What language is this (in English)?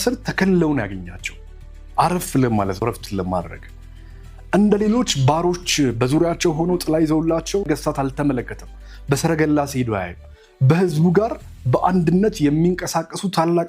Amharic